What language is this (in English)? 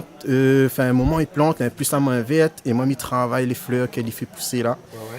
Réunion Creole French